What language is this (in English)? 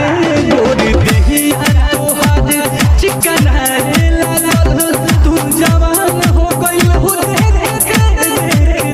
Bhojpuri